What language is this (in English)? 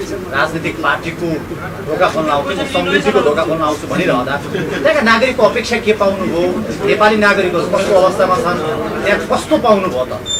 Nepali